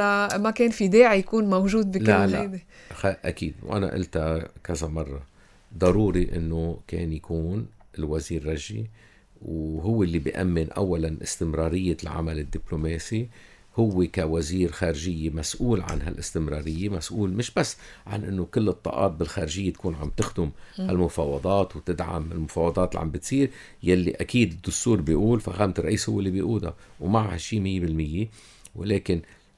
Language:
North Levantine Arabic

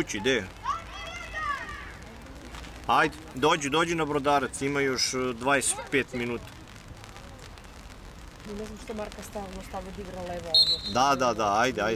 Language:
Serbian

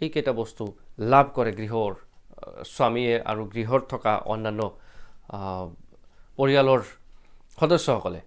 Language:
Assamese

